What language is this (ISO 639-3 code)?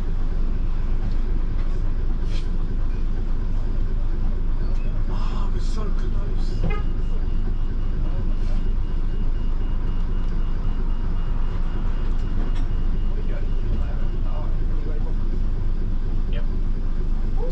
eng